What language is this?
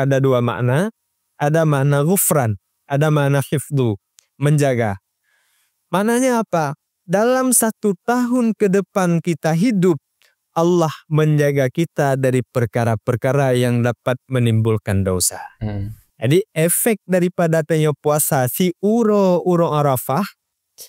Achinese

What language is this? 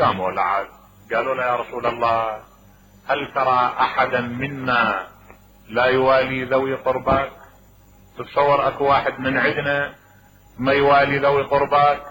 Mesopotamian Arabic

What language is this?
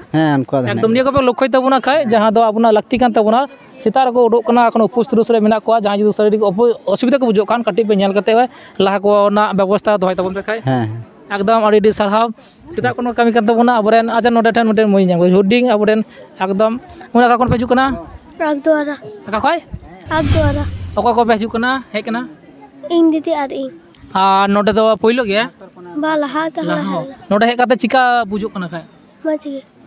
Santali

